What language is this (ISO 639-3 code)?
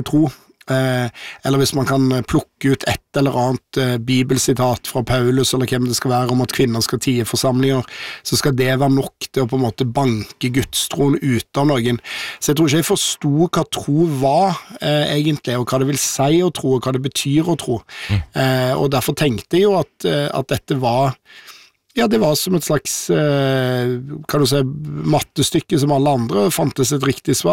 nor